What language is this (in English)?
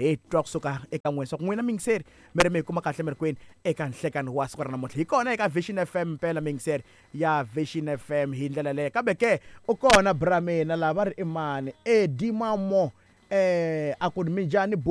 Tsonga